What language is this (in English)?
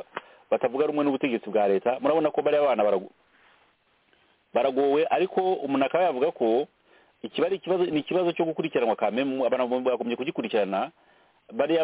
Kinyarwanda